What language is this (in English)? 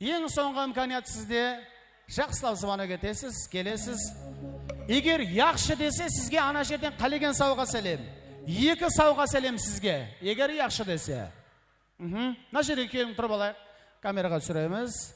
Kara-Kalpak